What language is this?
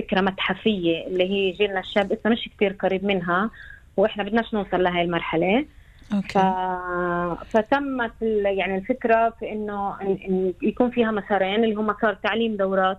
North Levantine Arabic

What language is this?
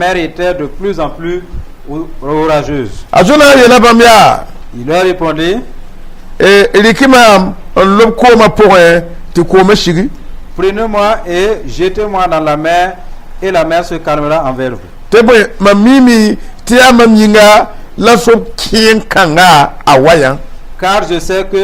Mossi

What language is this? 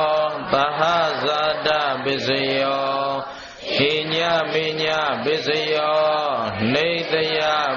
Burmese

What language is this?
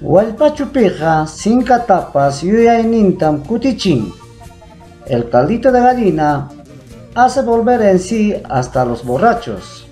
Ayacucho Quechua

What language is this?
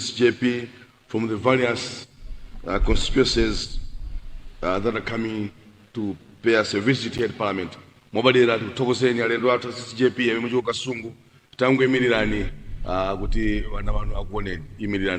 Nyanja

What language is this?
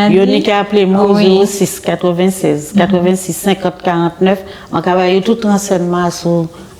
Guadeloupean Creole French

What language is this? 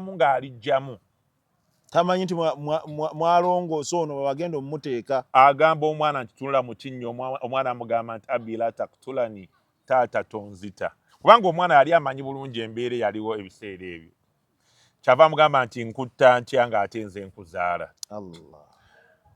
Ganda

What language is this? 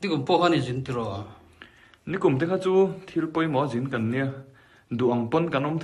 Mizo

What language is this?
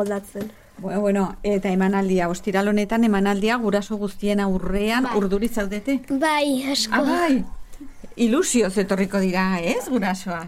Basque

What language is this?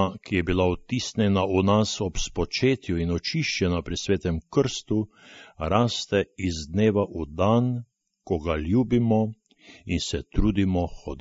Slovenian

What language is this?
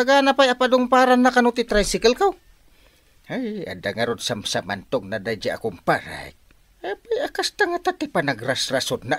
Iloko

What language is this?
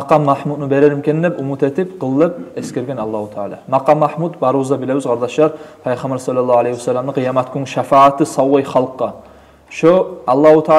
Kumyk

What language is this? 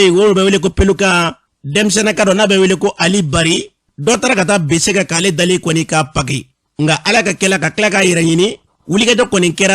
Bambara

